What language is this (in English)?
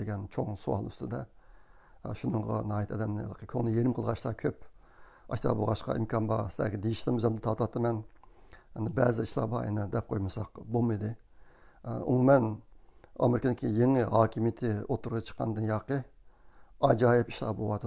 Uyghur